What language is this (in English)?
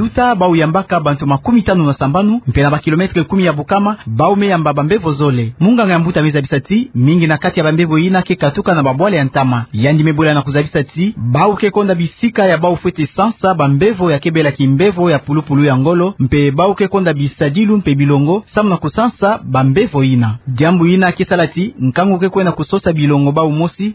Kituba (Democratic Republic of Congo)